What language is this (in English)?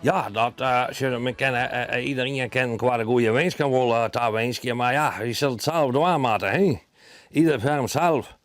Western Frisian